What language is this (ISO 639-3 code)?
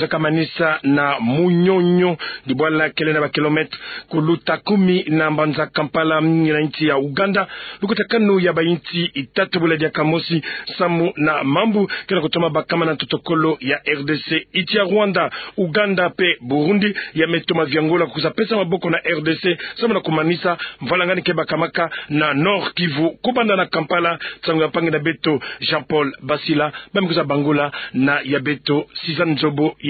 ktu